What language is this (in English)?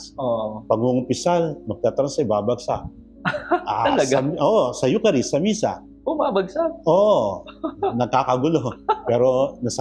Filipino